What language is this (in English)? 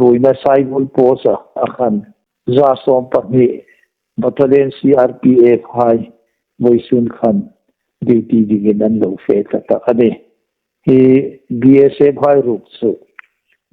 Hmar